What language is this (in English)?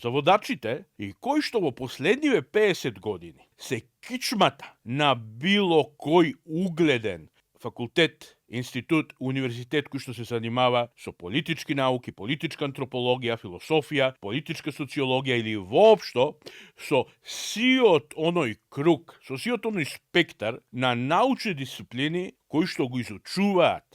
Macedonian